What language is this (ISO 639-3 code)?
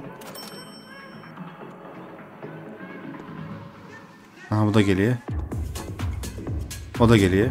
tur